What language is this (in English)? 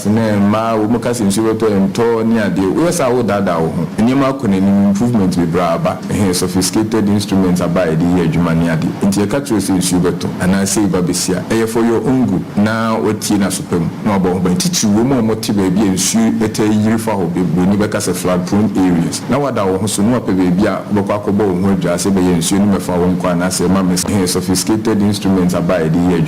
Akan